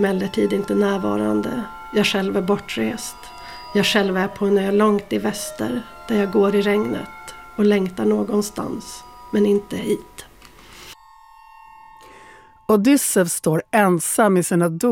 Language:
Swedish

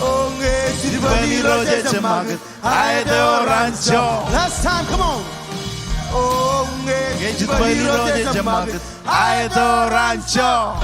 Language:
Marshallese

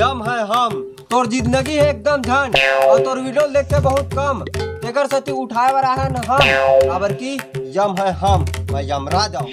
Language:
Chhattisgarhi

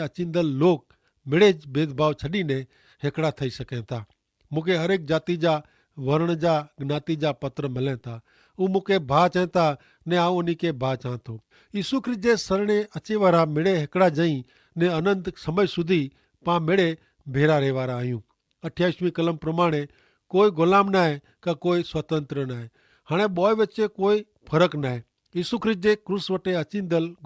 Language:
Kachhi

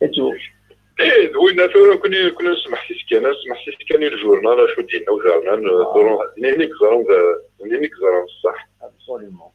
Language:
Kabyle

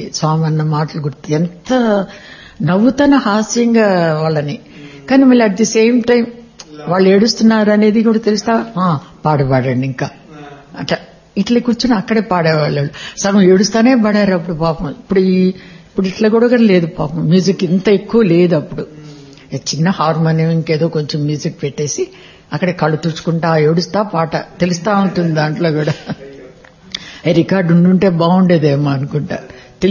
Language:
Telugu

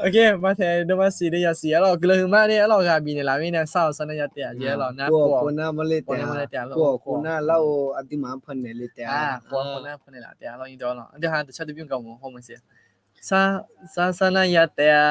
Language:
Akha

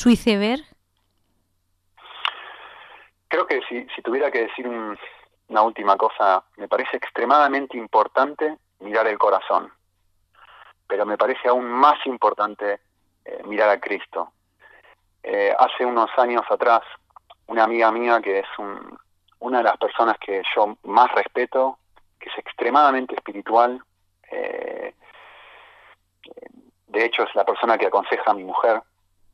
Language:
Spanish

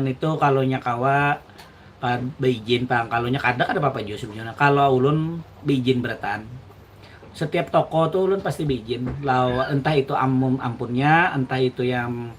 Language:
Banjar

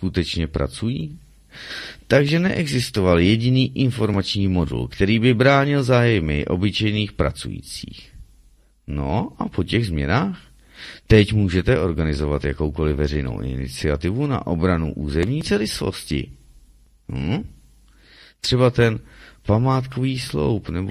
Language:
Czech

